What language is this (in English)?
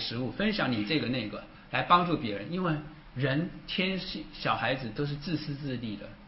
Chinese